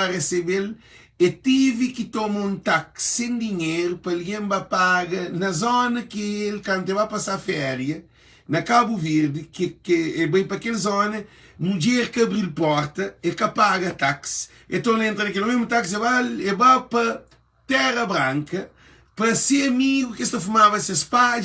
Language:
Kabuverdianu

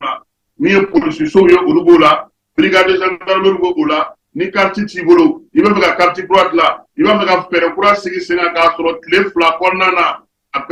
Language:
Bambara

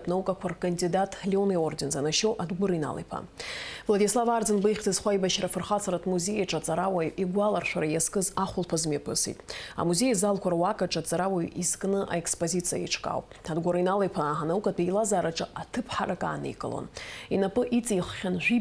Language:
Abkhazian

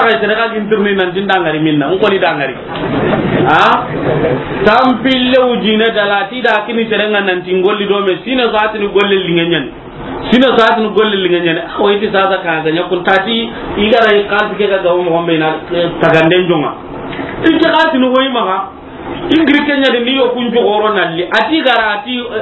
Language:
Soninke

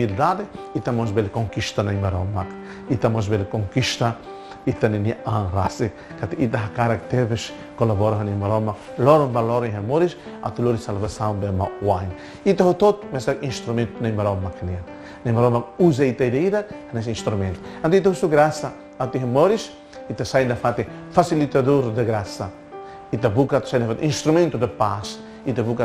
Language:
Tetum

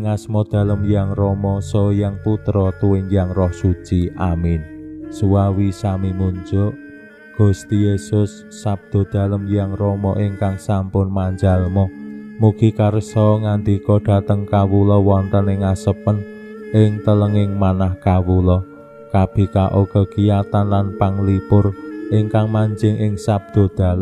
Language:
Javanese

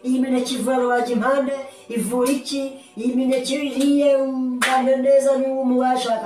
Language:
Kinyarwanda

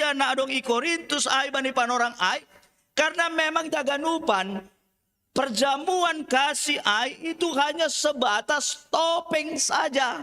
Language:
Batak Simalungun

